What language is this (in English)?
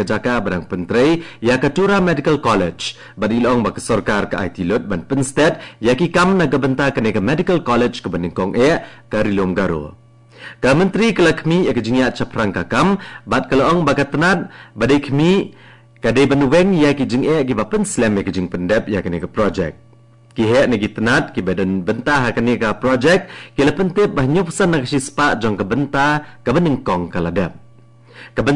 Khasi